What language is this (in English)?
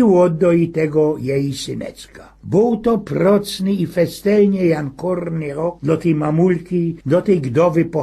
Silesian